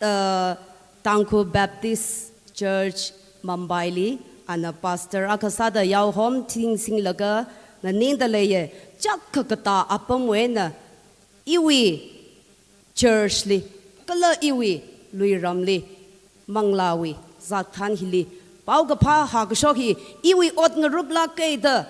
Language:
Tangkhul Naga (India)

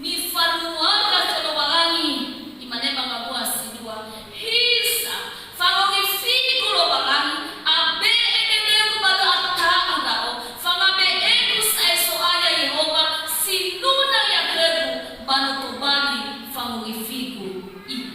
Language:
Nias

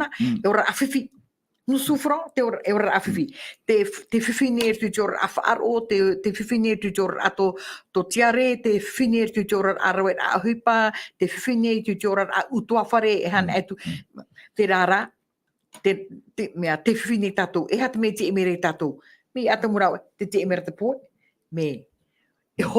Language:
Tahitian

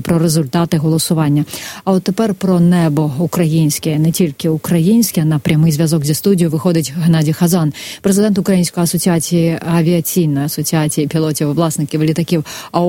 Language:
Ukrainian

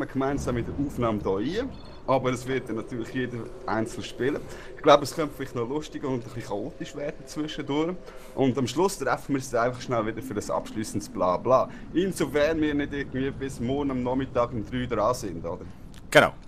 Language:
Swiss German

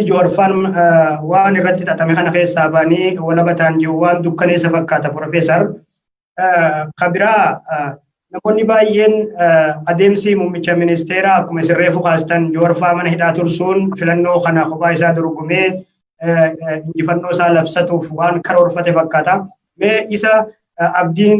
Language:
Oromo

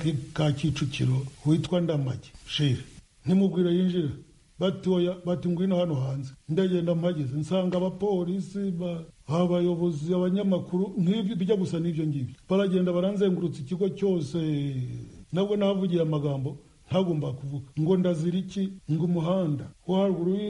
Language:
Kinyarwanda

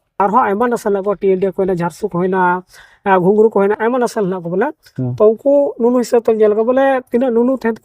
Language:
Santali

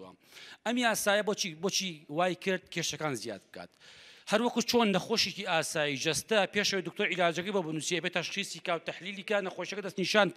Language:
Central Kurdish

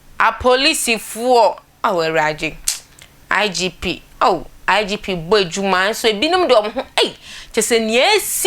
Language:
Akan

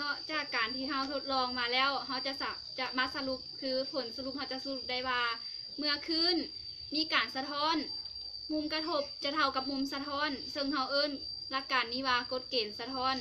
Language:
Lao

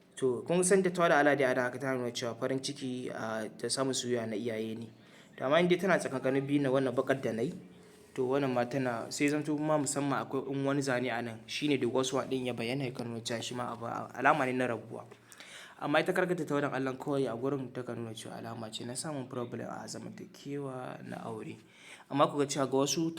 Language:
Hausa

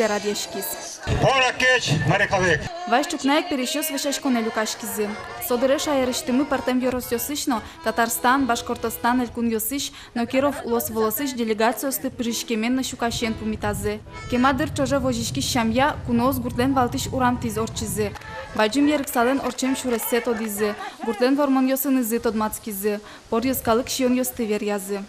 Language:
Udmurt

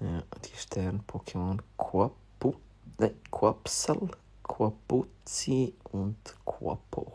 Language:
Swiss German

